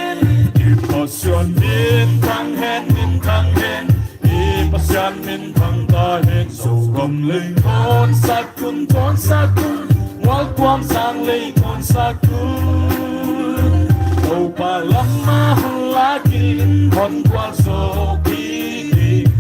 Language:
Paite Chin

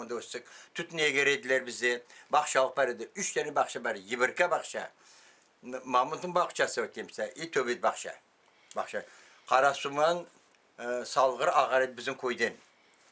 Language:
Crimean Tatar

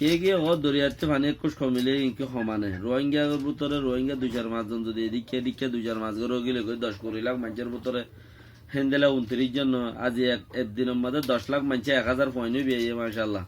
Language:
Rohingya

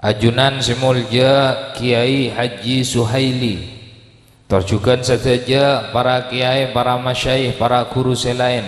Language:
Madurese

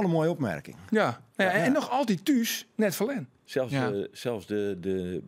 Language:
Western Frisian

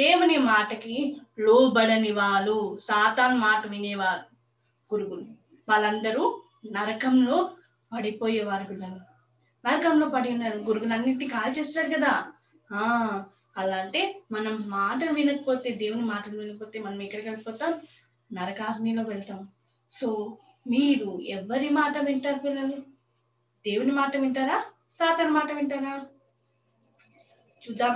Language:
Telugu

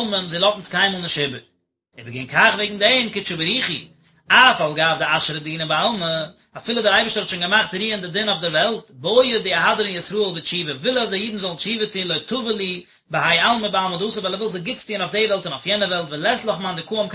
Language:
Yiddish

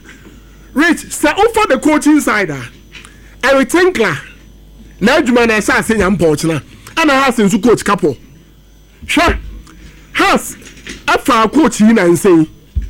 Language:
Akan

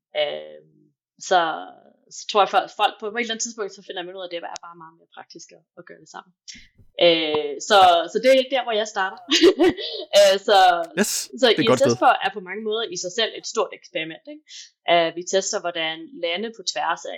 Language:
Danish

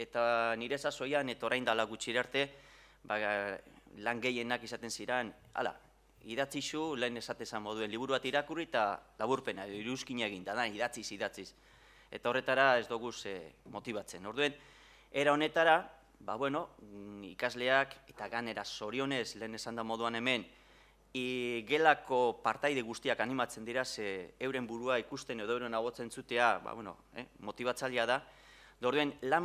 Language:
Basque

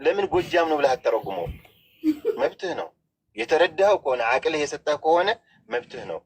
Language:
Amharic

